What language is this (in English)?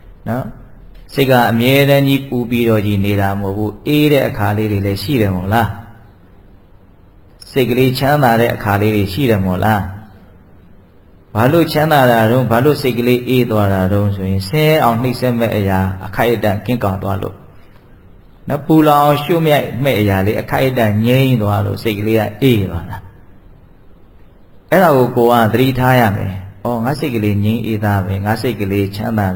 Burmese